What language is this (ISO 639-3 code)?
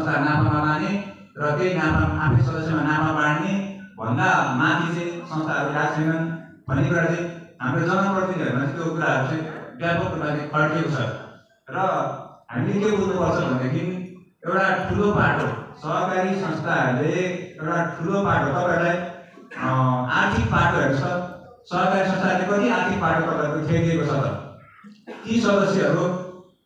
nep